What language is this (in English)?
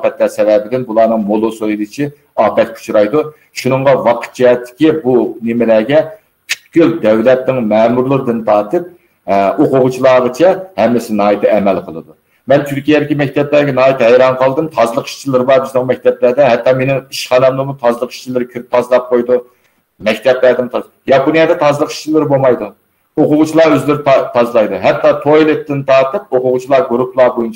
Uyghur